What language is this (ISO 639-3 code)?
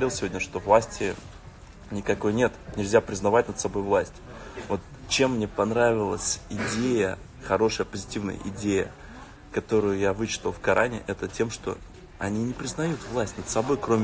rus